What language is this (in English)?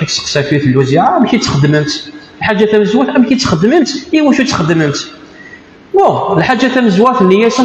Kabyle